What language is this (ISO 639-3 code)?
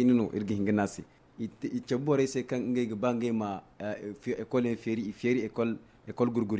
dje